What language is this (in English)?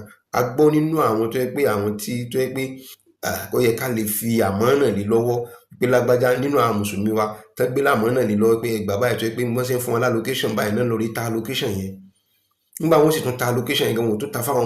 Yoruba